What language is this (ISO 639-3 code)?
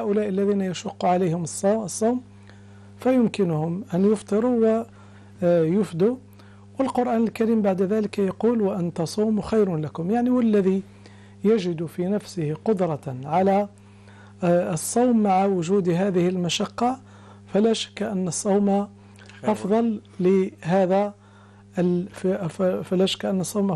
ara